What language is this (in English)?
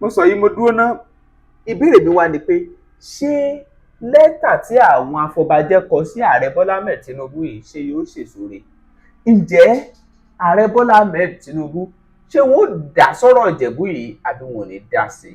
Yoruba